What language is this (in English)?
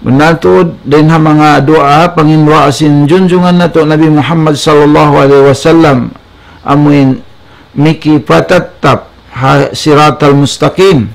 Tausug